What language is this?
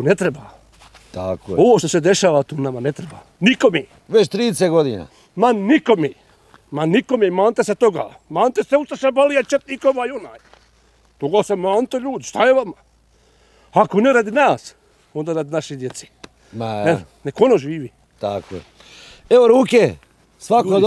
Bosnian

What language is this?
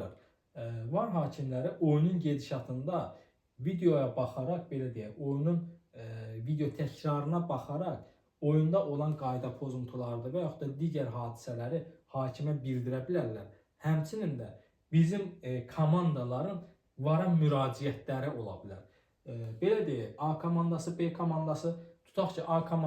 Azerbaijani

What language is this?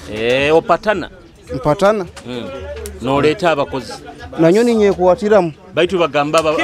Nyoro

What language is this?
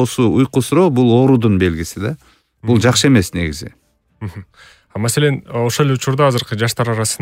Kyrgyz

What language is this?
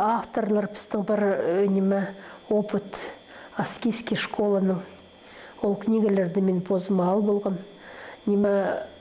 Khakas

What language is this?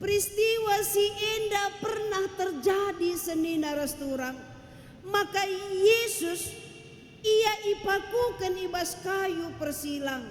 Batak Karo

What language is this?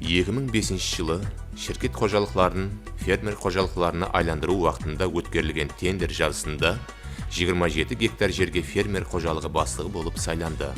Kara-Kalpak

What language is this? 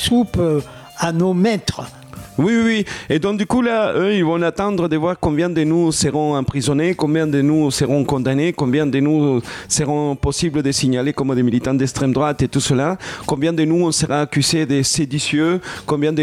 French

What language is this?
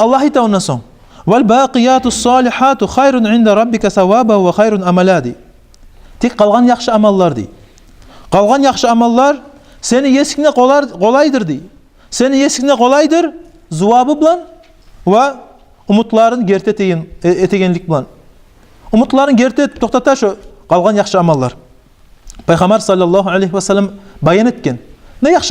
Kumyk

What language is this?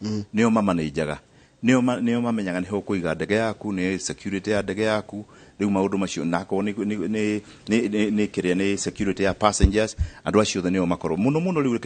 Kikuyu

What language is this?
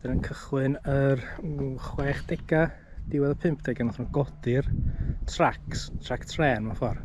Welsh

